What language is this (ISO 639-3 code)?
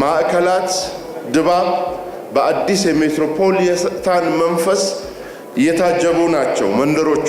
amh